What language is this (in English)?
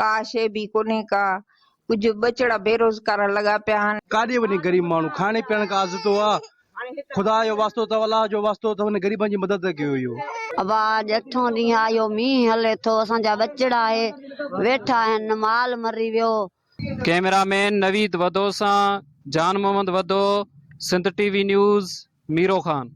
Sindhi